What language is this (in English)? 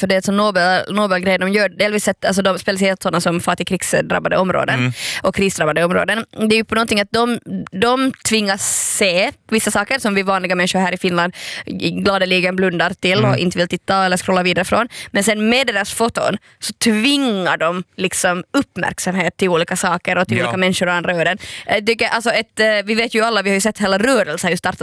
Swedish